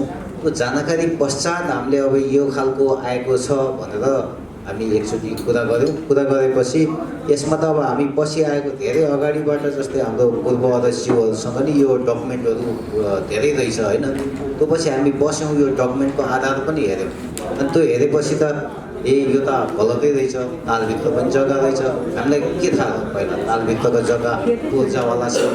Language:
Nepali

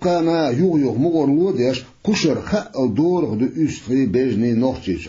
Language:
Chechen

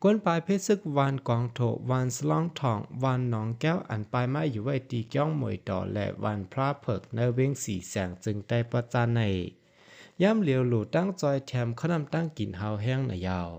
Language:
Shan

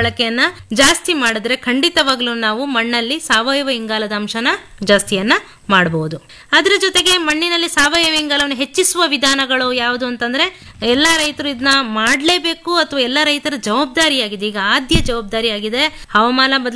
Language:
Kannada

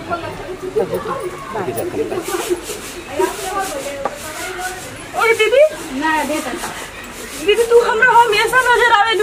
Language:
Bhojpuri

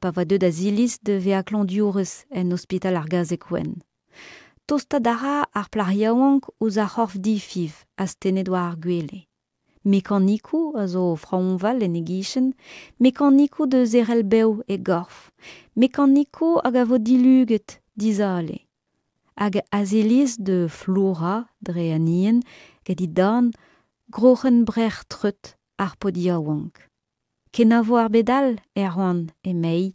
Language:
Breton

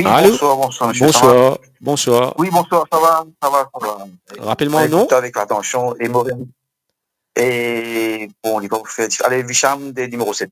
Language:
Morisyen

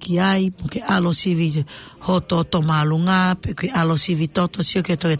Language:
Tongan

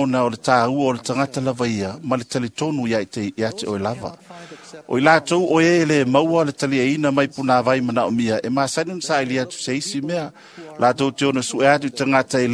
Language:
Samoan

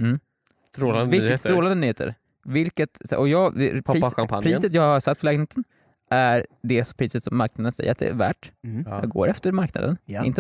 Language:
Swedish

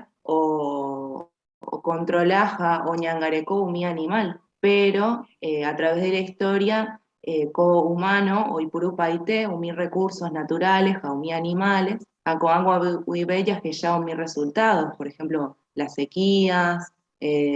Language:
Guarani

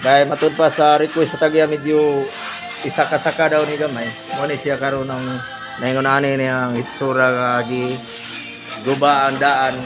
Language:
Cebuano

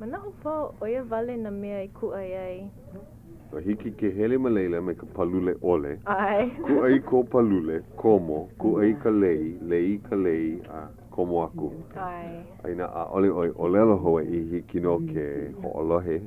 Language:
Hawaiian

